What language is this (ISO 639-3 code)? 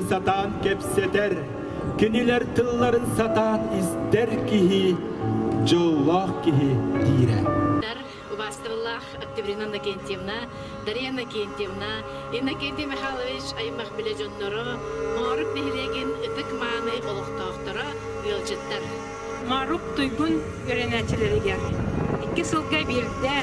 sah